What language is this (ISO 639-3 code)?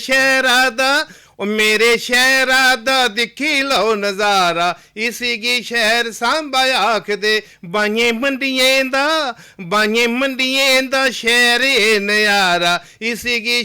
doi